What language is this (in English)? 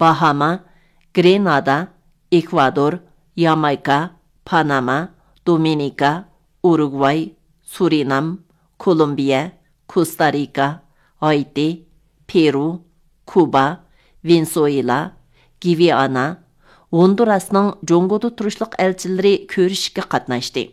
Uyghur